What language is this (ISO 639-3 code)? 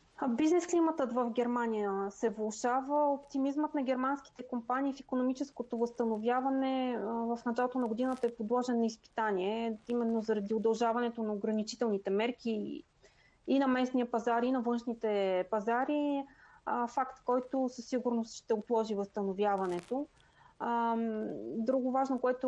bul